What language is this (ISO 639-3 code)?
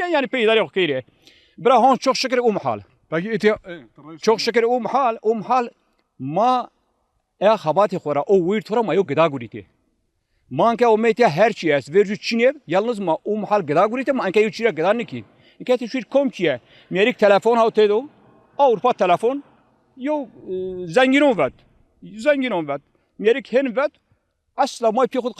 zza